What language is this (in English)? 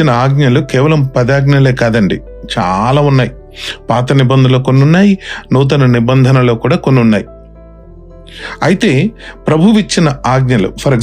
Telugu